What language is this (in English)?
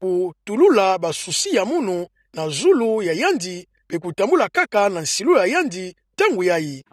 Kituba (Democratic Republic of Congo)